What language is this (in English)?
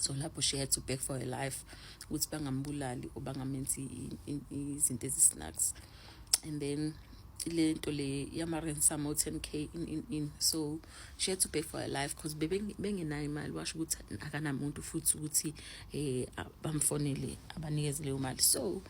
Zulu